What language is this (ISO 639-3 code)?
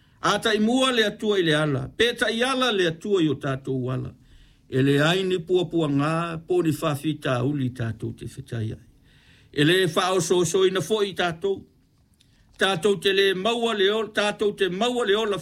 smo